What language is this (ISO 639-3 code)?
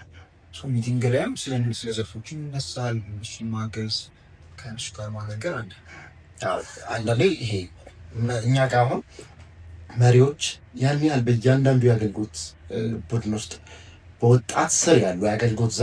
amh